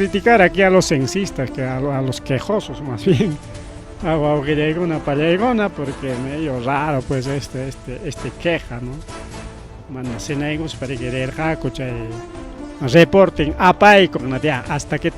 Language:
Ayacucho Quechua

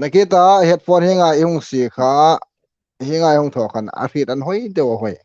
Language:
Hmar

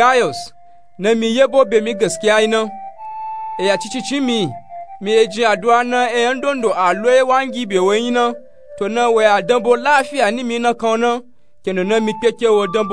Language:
Nupe-Nupe-Tako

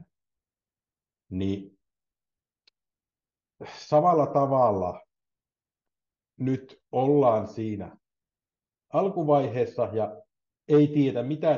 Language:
Finnish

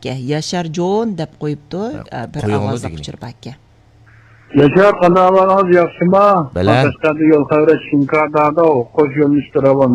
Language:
Uyghur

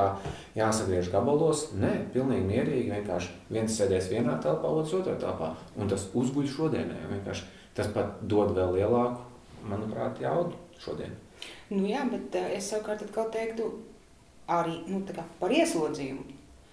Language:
Latvian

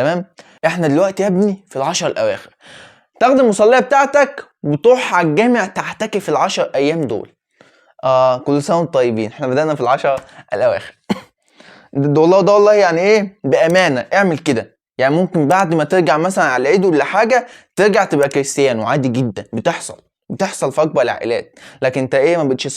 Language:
Egyptian Arabic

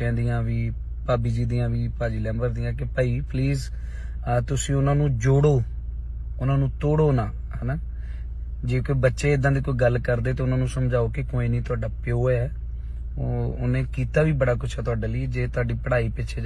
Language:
Punjabi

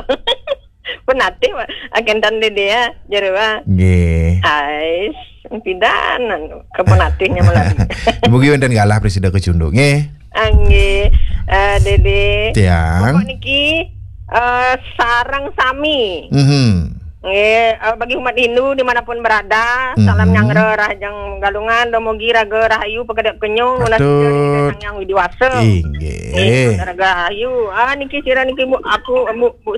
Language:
Balinese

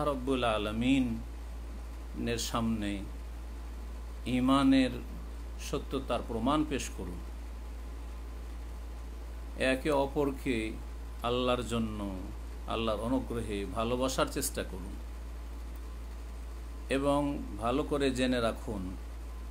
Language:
Bangla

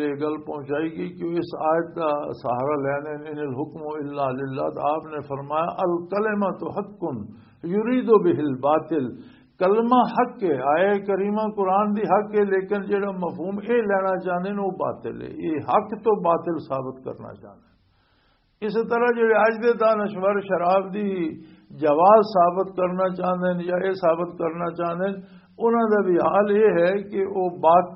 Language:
Western Panjabi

